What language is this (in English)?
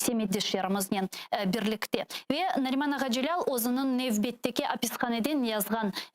Crimean Tatar